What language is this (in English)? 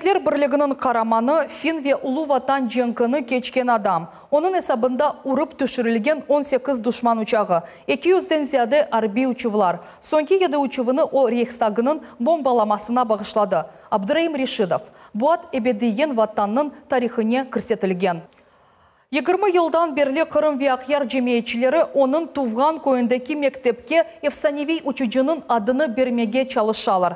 Crimean Tatar